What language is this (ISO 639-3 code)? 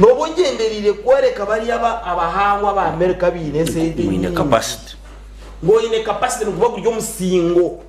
nyn